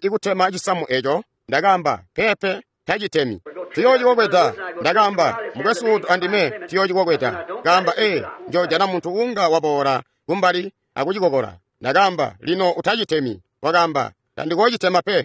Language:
Tonga (Zambia)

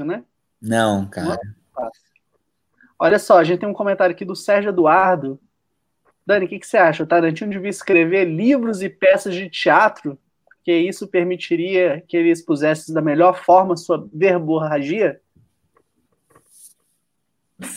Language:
Portuguese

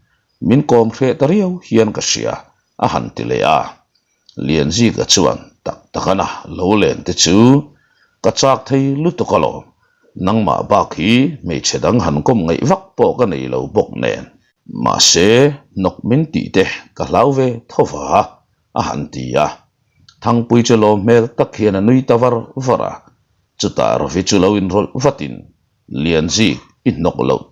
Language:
Mizo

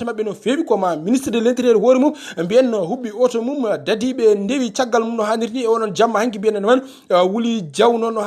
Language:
Fula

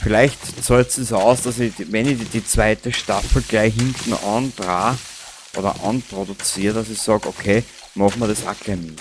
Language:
Bavarian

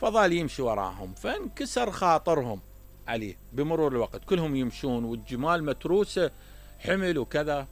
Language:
Mesopotamian Arabic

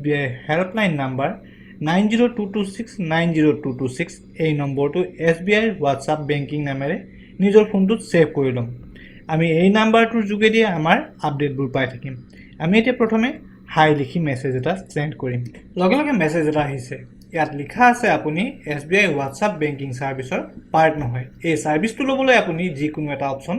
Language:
Assamese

